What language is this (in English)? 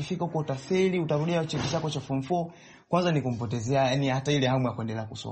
Swahili